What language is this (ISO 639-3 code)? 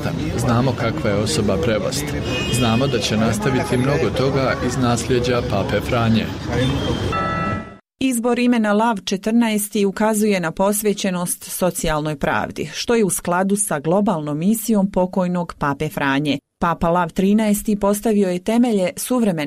hrv